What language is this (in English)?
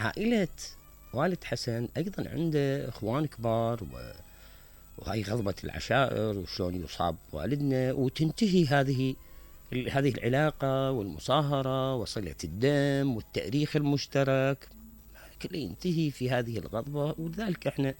Mesopotamian Arabic